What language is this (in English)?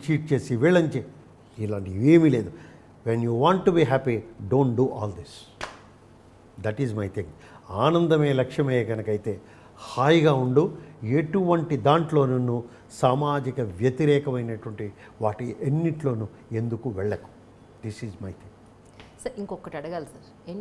Telugu